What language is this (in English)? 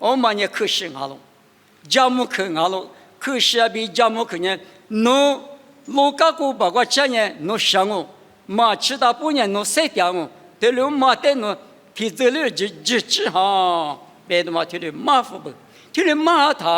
Lisu